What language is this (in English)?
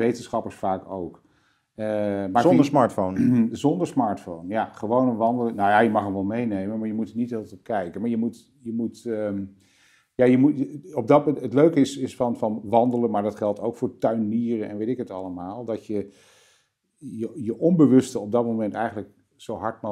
Dutch